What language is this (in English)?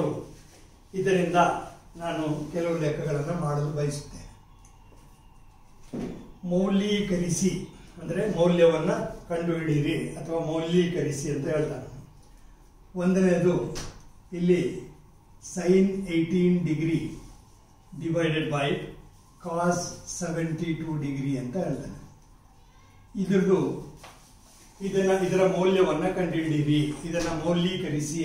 Kannada